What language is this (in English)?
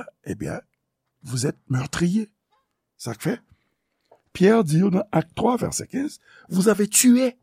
Haitian Creole